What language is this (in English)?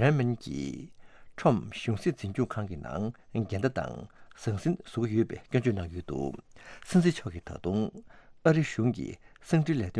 Tibetan